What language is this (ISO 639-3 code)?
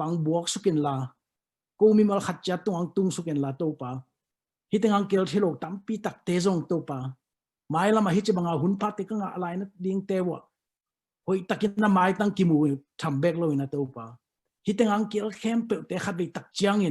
ctd